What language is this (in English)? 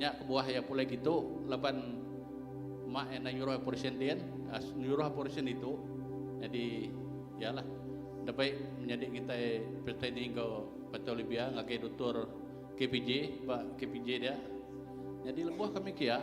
Iban